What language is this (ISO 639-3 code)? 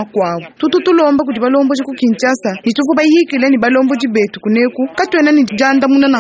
lua